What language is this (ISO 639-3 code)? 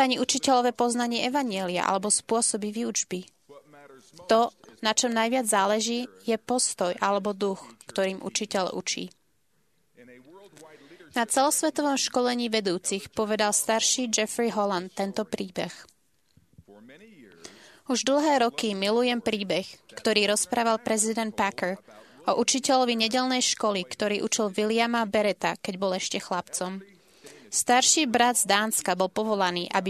slk